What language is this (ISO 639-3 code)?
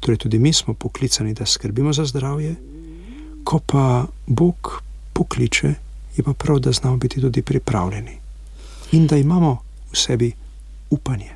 slv